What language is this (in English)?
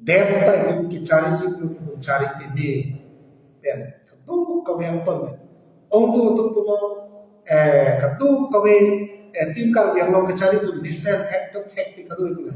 Karbi